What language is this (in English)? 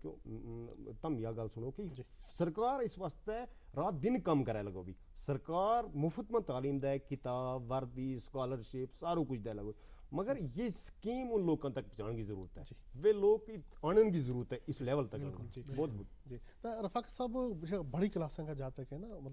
Gujari